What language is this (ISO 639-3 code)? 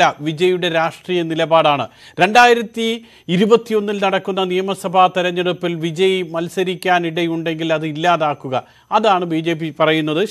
mal